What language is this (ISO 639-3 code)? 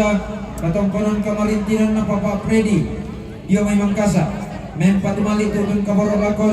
sda